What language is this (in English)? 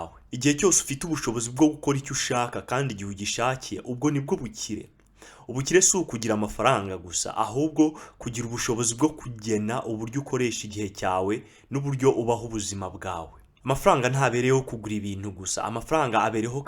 Kinyarwanda